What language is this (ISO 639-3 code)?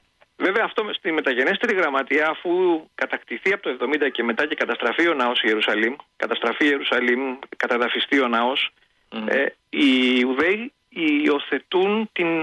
ell